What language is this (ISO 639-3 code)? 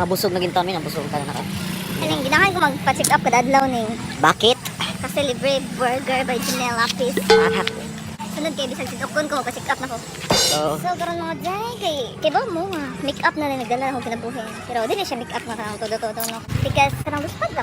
ceb